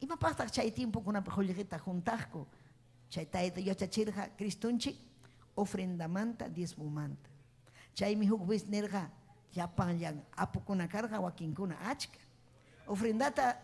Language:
Ayacucho Quechua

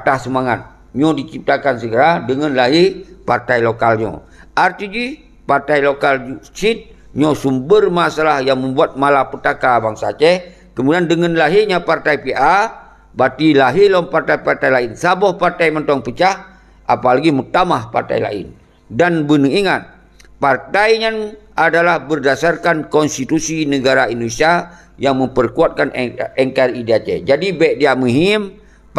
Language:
Achinese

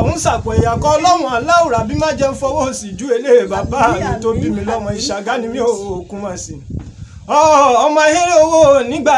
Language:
Yoruba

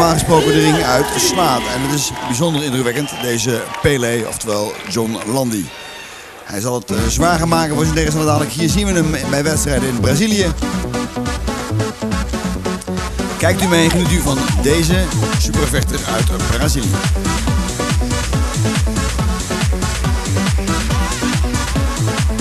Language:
Dutch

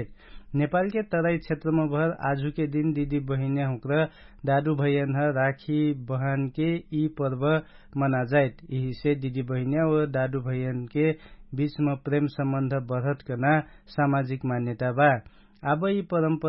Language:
Dangaura Tharu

